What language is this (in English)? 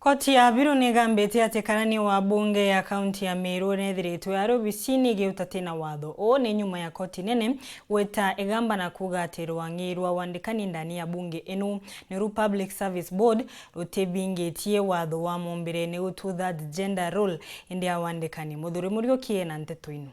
Meru